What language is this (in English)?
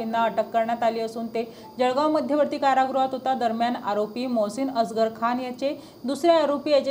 Marathi